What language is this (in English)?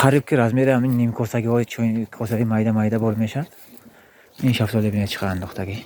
Tajik